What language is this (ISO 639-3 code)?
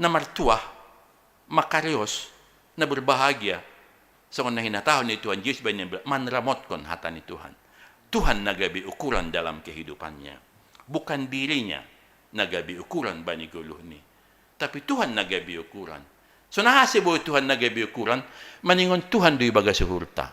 bts